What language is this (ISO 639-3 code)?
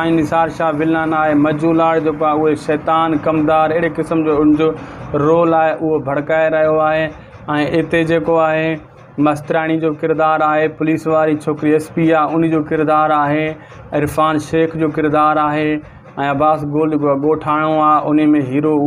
snd